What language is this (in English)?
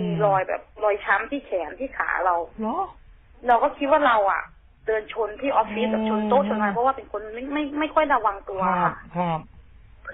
Thai